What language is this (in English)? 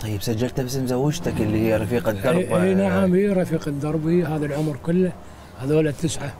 Mesopotamian Arabic